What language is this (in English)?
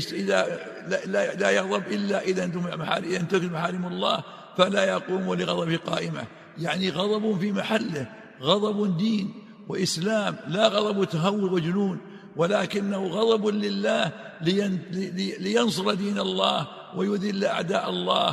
Arabic